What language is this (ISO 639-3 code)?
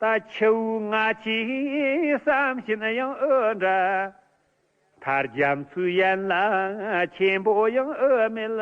bod